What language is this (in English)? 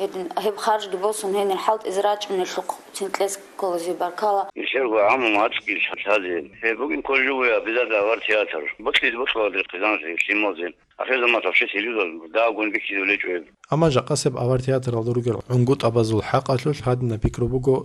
Avaric